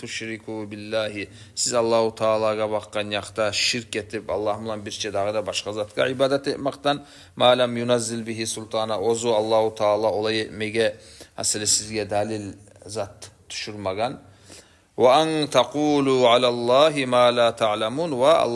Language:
Kumyk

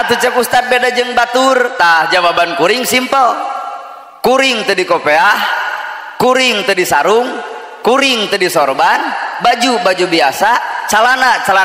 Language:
Sundanese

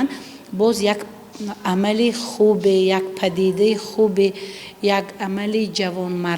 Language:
Tajik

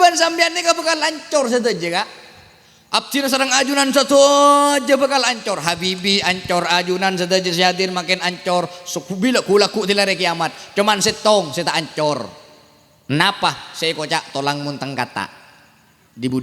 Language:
Madurese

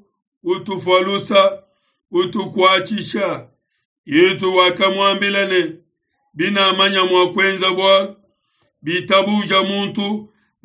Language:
Luba-Lulua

